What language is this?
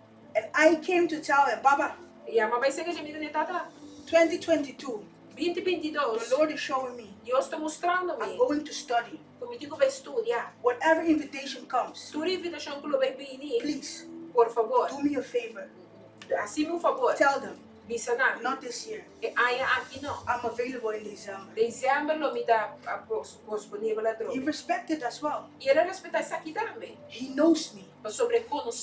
Papiamento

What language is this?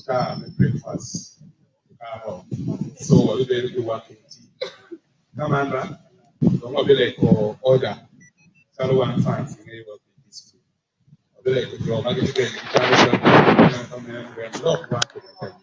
Acoli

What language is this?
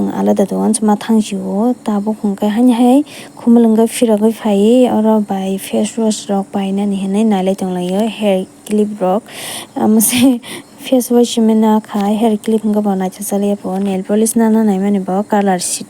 Kok Borok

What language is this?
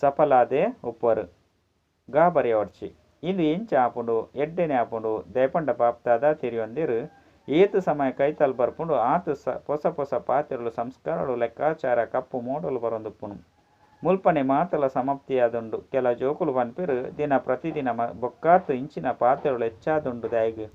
Tulu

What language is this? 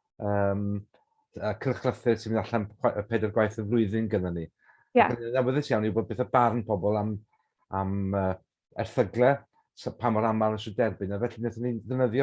Welsh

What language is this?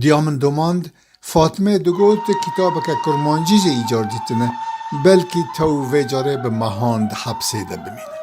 Kurdish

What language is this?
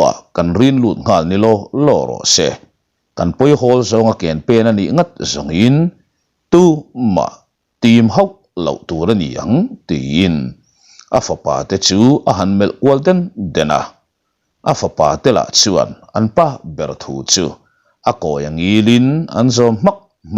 Mizo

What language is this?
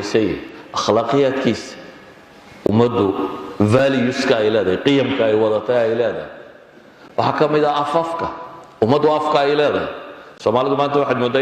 Somali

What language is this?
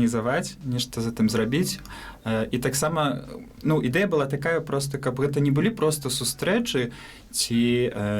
Belarusian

